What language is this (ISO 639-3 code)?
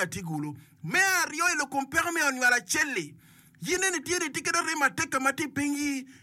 ach